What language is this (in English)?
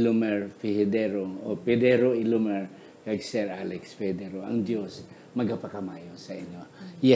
Hiligaynon